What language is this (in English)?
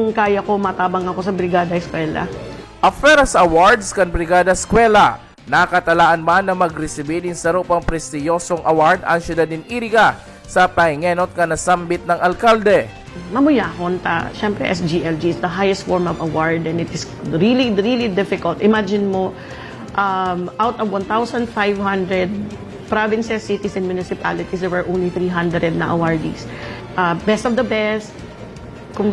Bikol